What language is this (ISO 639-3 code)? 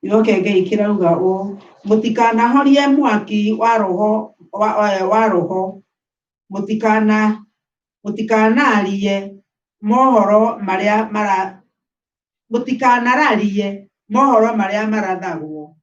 kik